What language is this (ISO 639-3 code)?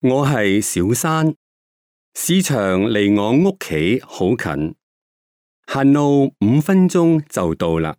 yue